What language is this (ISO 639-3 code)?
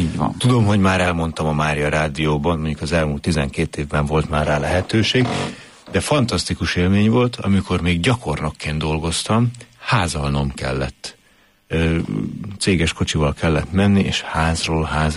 hun